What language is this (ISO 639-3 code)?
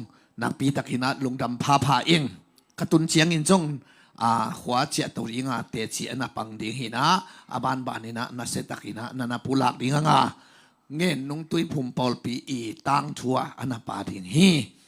ctd